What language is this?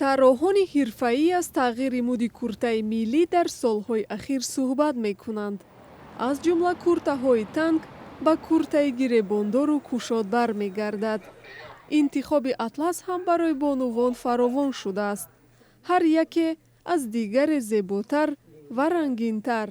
Tajik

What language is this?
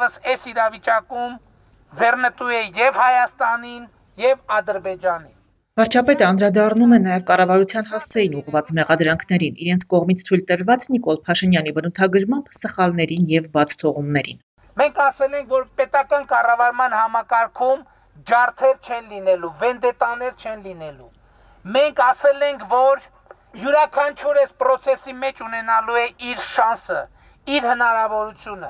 Armenian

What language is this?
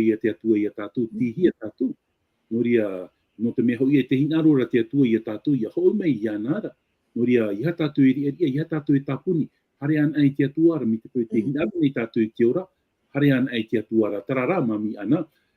Tahitian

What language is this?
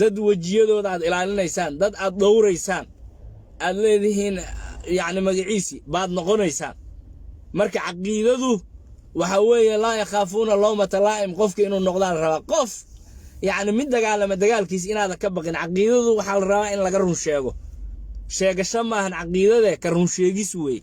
Somali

